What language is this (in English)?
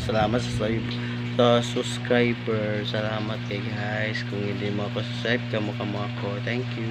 Cebuano